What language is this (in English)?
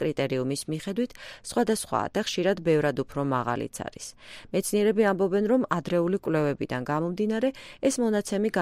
Georgian